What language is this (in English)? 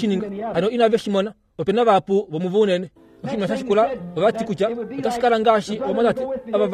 Kuanyama